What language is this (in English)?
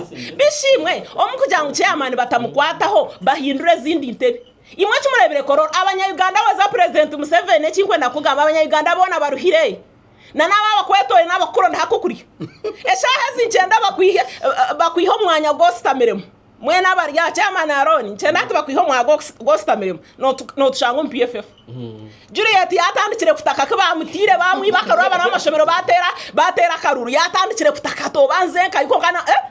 Nyankole